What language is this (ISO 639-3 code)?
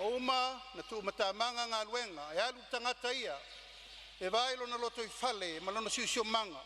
smo